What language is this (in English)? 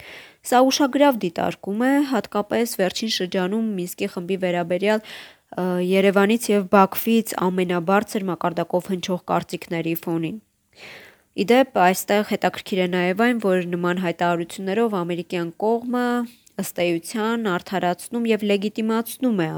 Armenian